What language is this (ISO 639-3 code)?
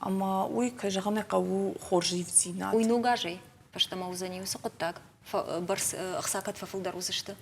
oss